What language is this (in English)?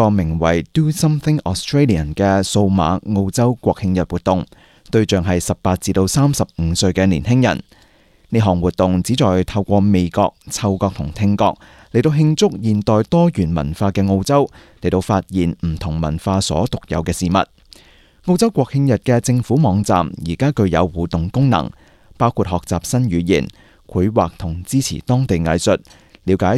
Cantonese